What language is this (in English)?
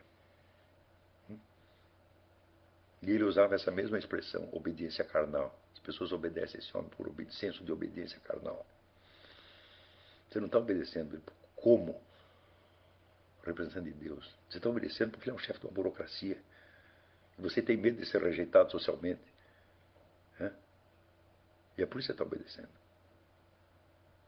Portuguese